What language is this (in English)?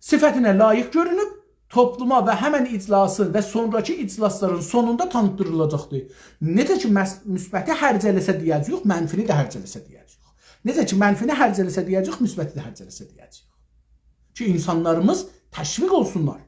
South Azerbaijani